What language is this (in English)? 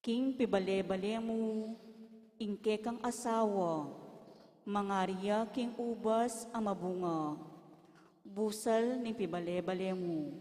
Pampanga